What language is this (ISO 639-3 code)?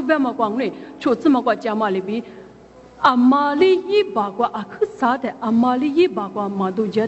lis